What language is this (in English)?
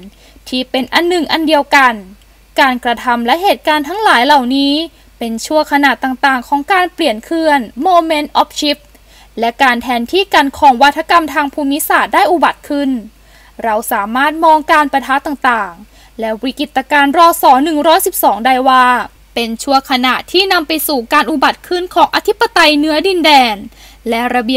Thai